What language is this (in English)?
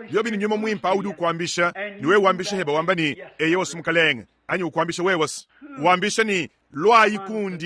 Luba-Lulua